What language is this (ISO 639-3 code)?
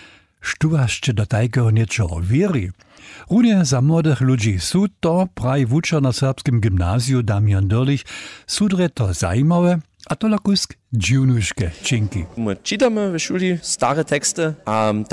hsb